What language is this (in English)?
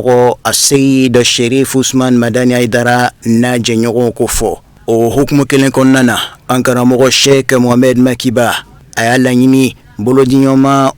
Bambara